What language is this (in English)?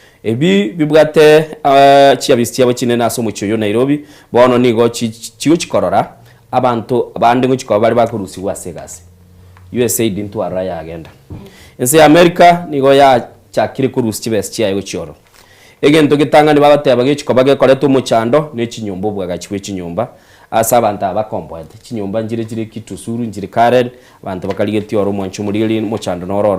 Gusii